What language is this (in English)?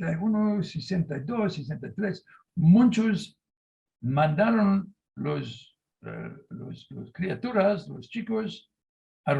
Ladino